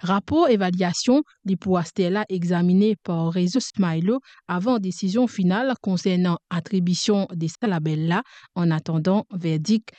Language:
Morisyen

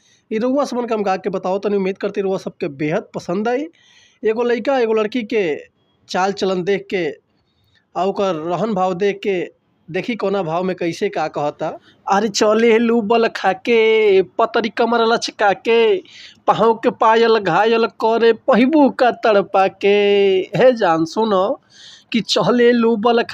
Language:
Bhojpuri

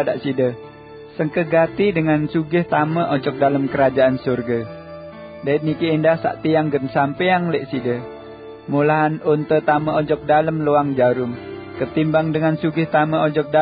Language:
Sasak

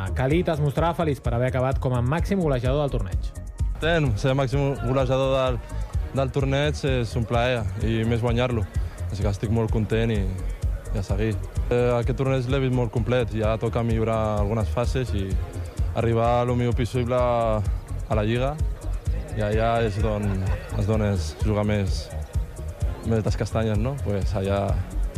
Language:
Catalan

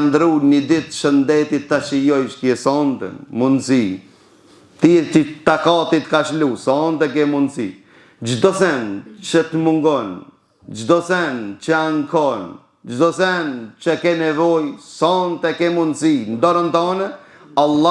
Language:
Albanian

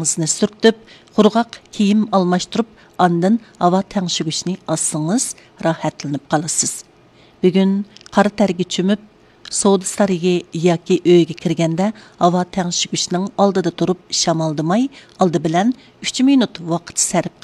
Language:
Uyghur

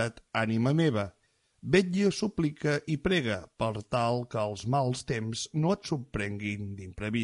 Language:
Catalan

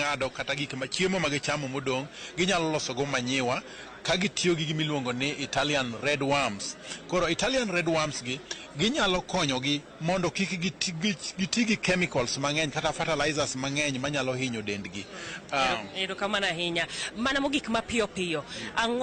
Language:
Luo (Kenya and Tanzania)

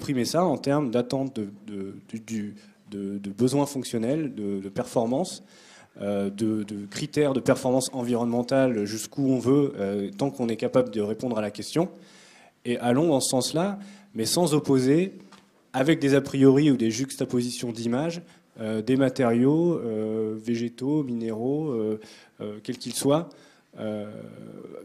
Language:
French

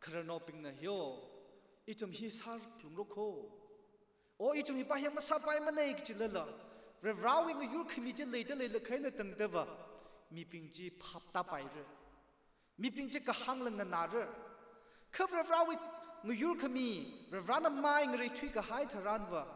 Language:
Tangkhul Naga (India)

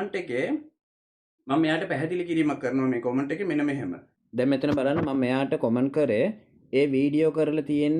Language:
Sinhala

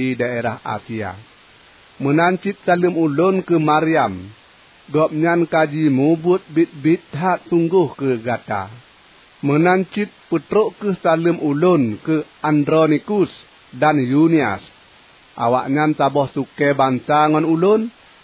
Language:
Achinese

